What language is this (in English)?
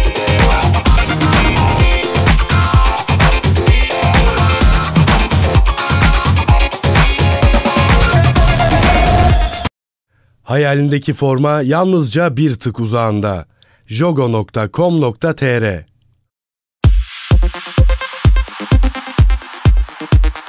Turkish